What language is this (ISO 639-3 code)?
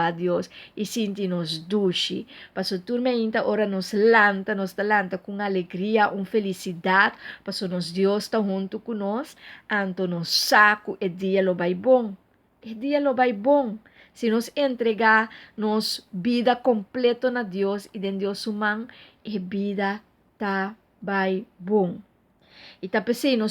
pap